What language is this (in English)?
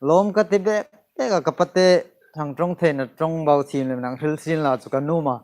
Hmar